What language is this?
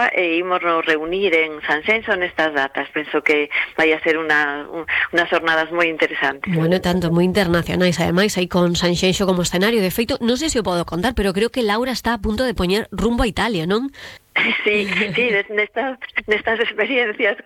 Galician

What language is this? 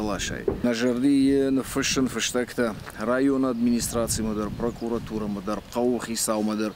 Ossetic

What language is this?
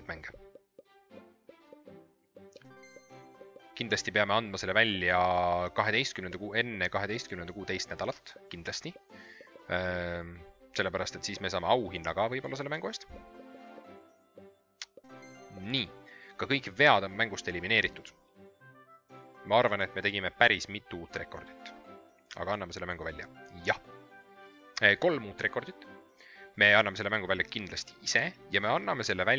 Estonian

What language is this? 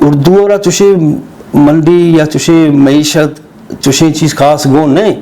Eastern Balochi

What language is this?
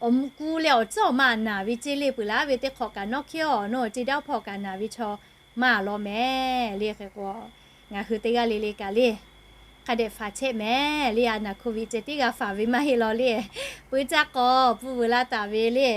Lahu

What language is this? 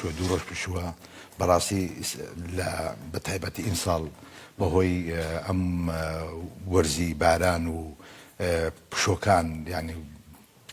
Central Kurdish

